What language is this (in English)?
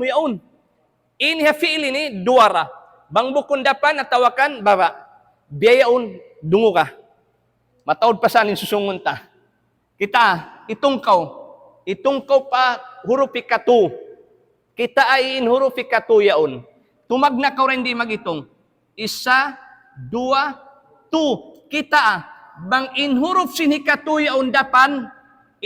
Tausug